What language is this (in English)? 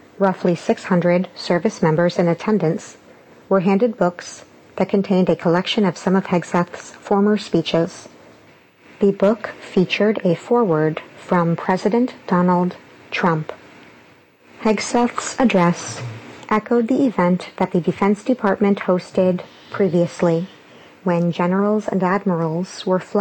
English